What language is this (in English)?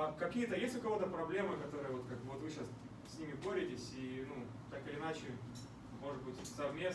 Russian